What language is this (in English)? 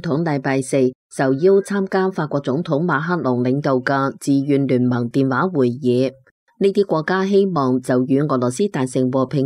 Cantonese